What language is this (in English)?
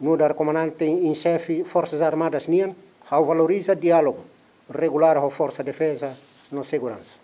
Tetum